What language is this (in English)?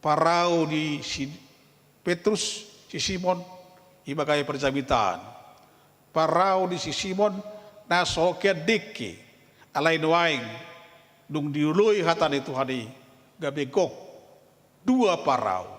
Batak Toba